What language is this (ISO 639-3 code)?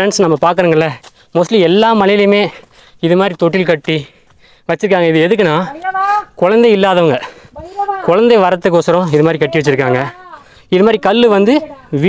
tam